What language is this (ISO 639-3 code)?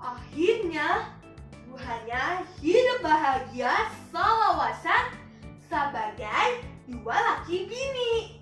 bjn